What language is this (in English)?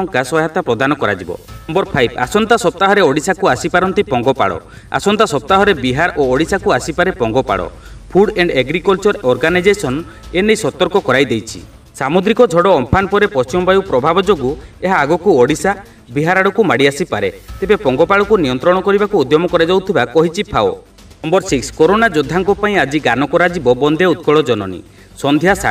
Odia